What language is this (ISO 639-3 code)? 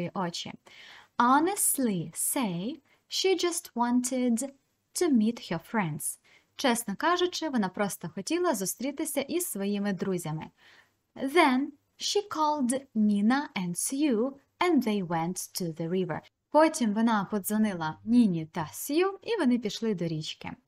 ukr